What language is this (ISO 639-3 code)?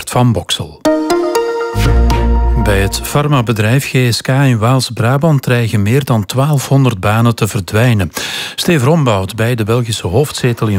nld